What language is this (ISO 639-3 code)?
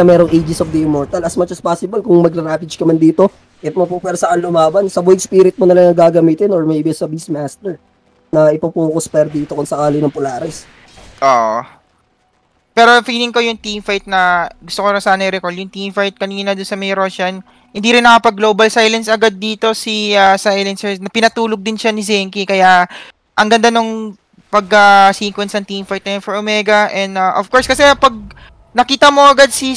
fil